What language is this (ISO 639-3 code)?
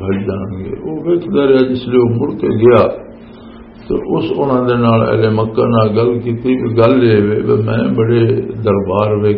lah